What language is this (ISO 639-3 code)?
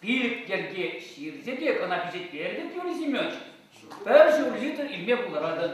chv